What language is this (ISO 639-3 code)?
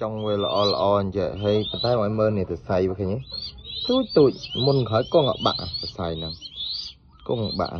khm